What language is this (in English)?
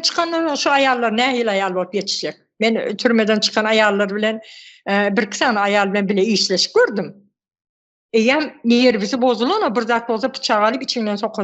Turkmen